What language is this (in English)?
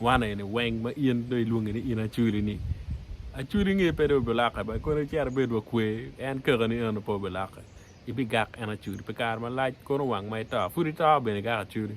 Acoli